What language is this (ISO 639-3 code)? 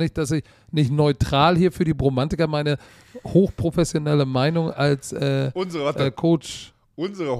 deu